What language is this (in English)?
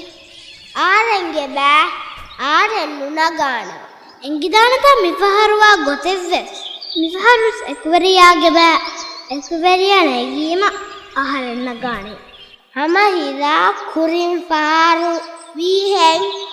Divehi